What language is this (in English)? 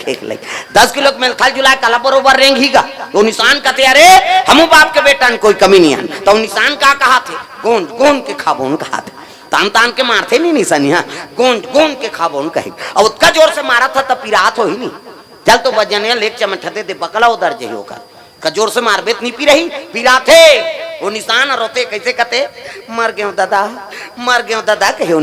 Chhattisgarhi